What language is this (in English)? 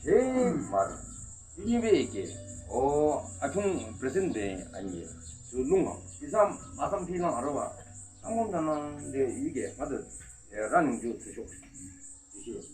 Yimchungru Naga